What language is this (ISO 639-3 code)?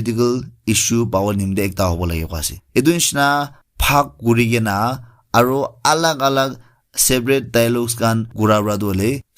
nag